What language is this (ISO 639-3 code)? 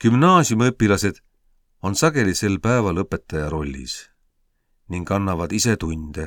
est